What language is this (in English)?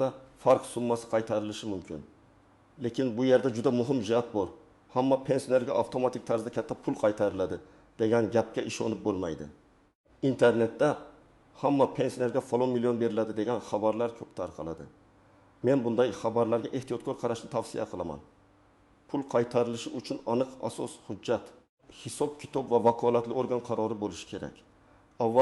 Uzbek